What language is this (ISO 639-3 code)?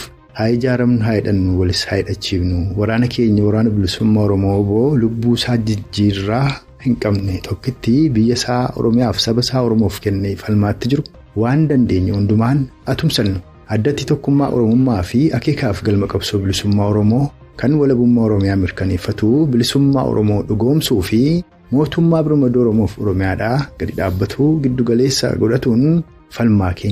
orm